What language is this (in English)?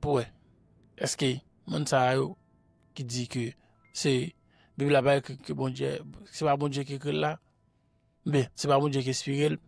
Haitian Creole